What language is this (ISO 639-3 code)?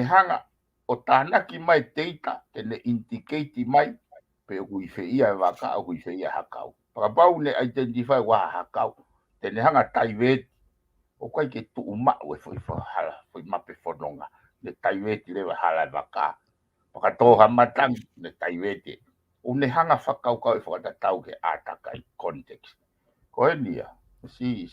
ton